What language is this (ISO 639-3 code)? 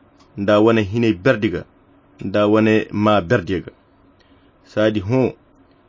khq